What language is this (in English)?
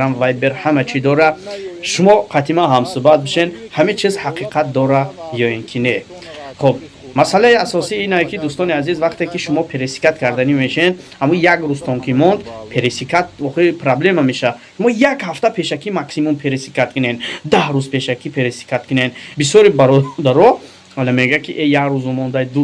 Tajik